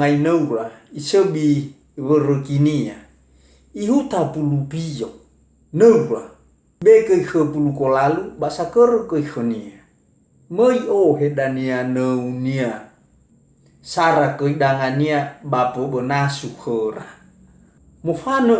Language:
Nias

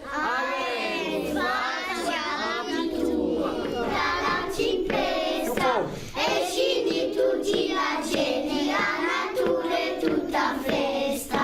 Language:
Corsican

